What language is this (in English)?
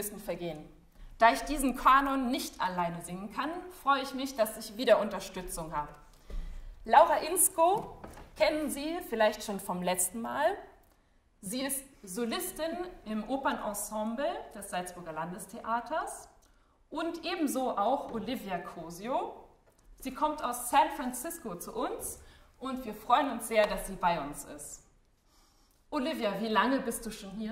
German